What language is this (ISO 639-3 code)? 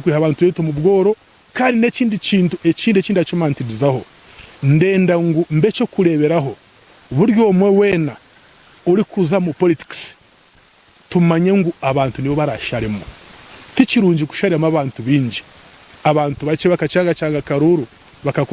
nyn